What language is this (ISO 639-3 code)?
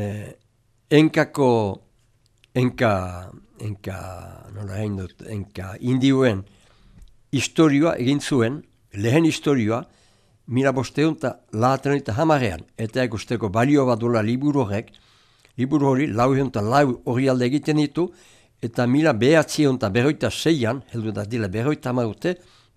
eus